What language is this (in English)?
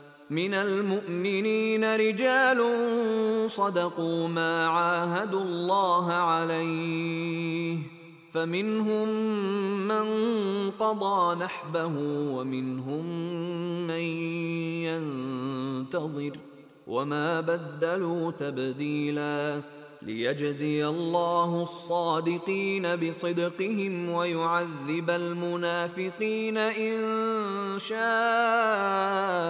Arabic